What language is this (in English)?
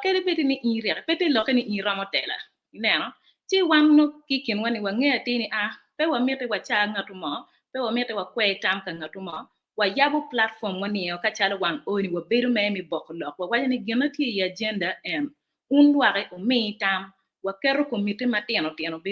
Acoli